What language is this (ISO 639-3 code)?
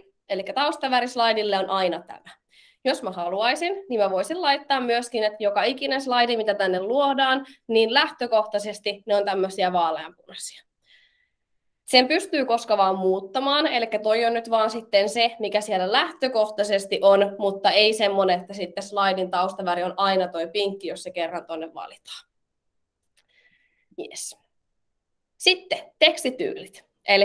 fin